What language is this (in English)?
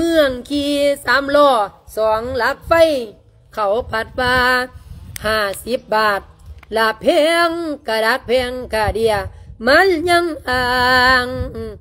Lao